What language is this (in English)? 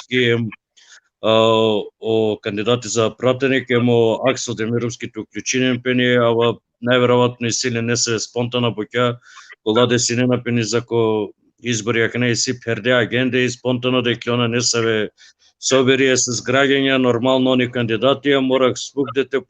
Balkan Romani